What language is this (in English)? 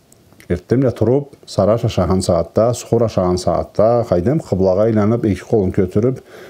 Karachay-Balkar